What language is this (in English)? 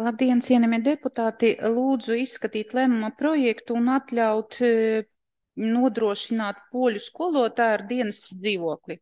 Latvian